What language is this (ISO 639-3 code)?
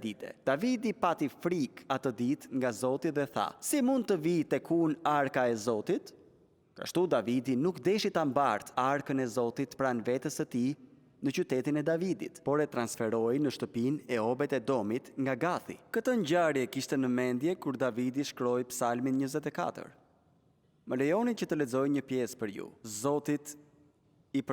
sqi